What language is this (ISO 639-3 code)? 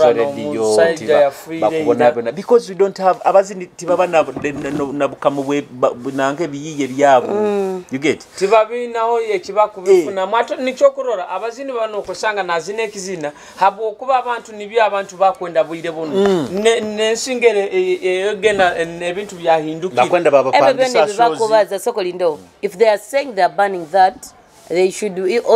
nyo